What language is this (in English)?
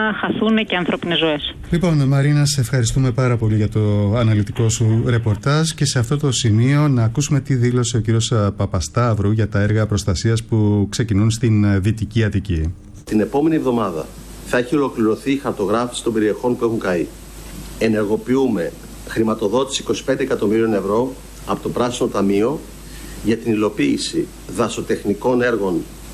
Greek